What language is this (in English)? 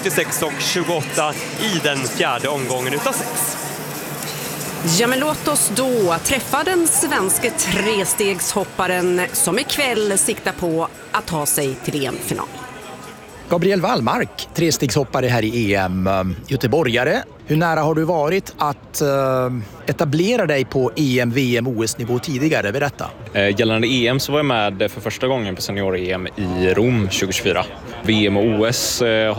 Swedish